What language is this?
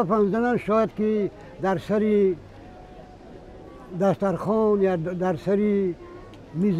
Persian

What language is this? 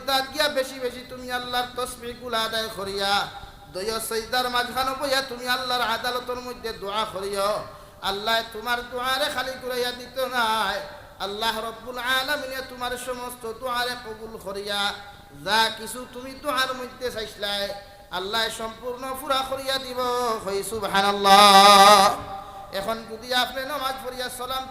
Sylheti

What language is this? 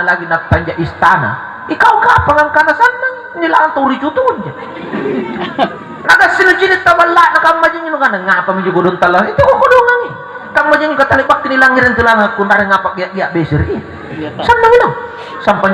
Makasar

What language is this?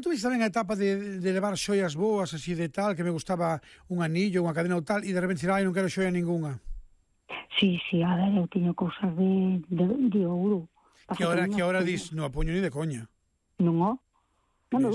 Galician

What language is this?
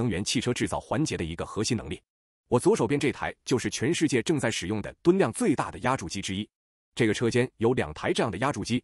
Chinese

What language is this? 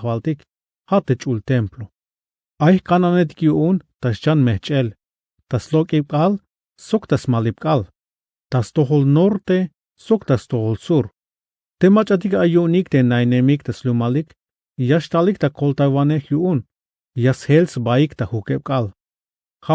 Tzeltal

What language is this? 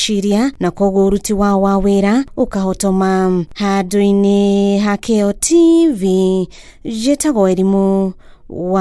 Kikuyu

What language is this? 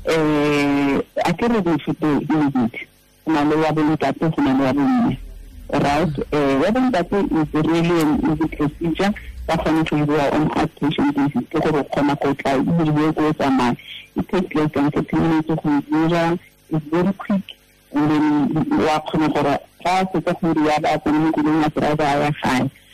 Tswana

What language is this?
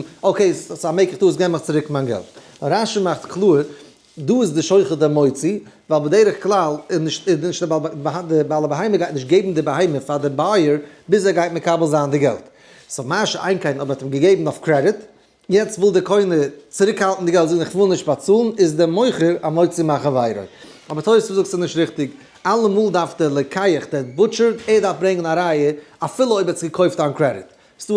Yiddish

